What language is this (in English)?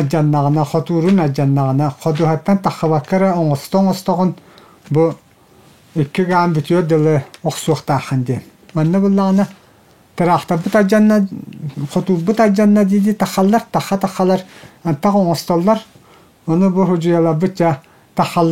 Yakut